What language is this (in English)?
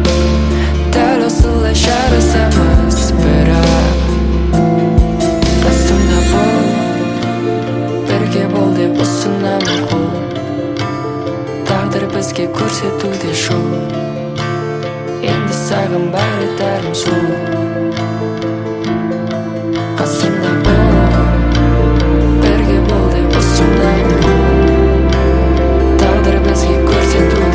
Kazakh